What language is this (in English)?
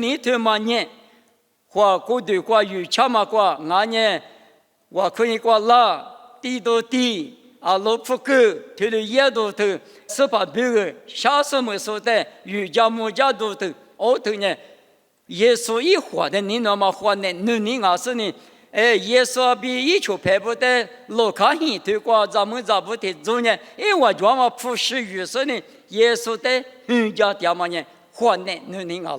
Lisu